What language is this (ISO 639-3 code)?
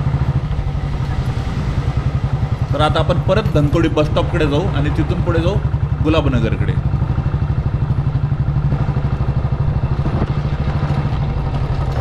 mar